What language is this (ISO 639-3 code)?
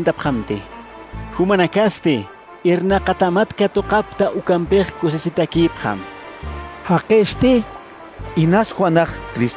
aym